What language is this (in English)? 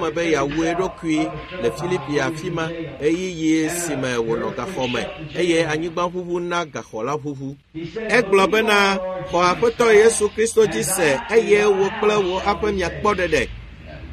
Ewe